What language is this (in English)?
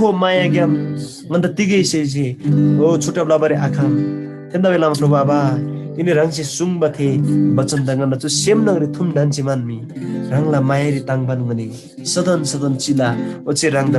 Eastern Tamang